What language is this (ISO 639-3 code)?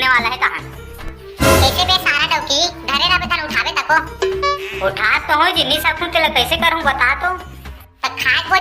hne